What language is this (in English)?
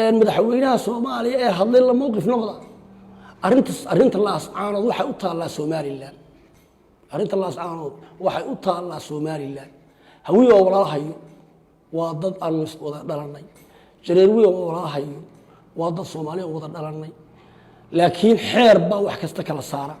Somali